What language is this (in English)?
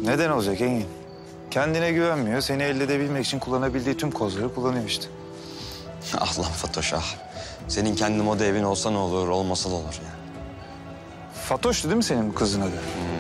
Turkish